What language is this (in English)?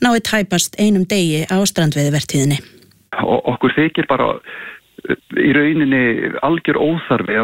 Icelandic